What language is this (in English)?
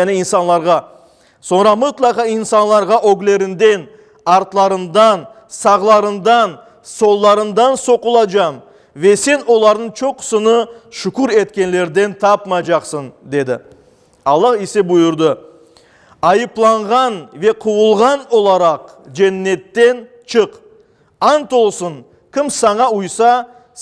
Crimean Tatar